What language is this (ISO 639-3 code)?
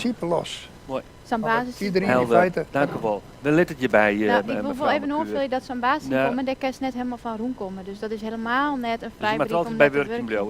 fry